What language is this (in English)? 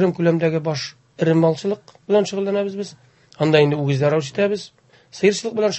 Tatar